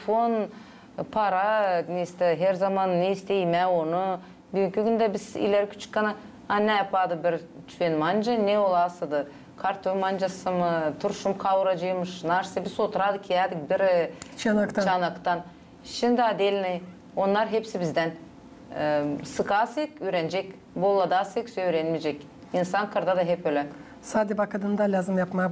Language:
Gagauz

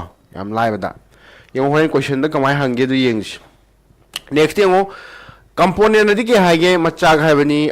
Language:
Manipuri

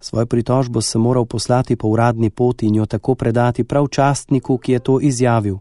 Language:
Slovenian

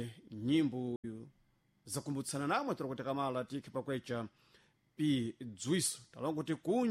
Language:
Sena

